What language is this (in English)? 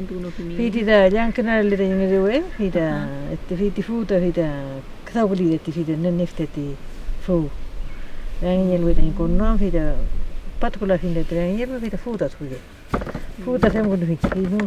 Mapuche